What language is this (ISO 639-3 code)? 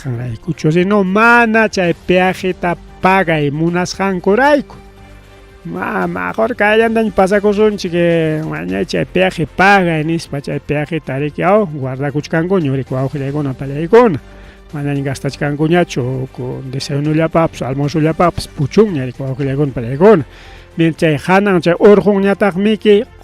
quy